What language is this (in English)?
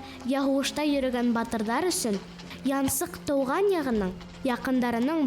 Bashkir